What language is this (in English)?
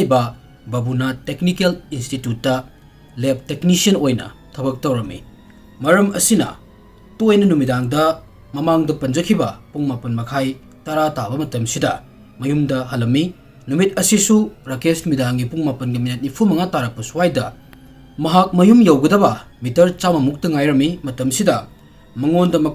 Manipuri